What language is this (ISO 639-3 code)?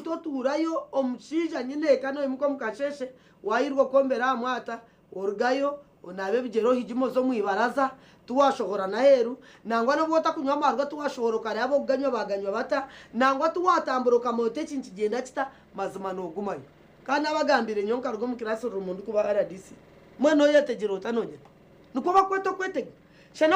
nyn